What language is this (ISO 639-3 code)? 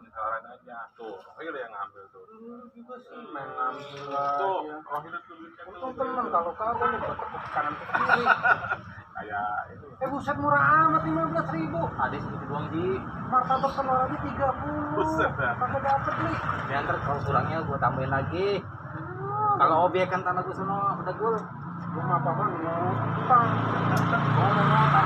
bew